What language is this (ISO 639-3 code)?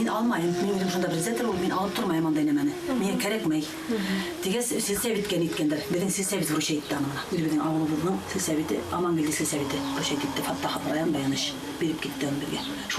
bak